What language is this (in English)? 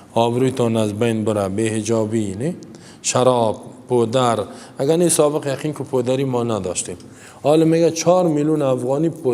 Persian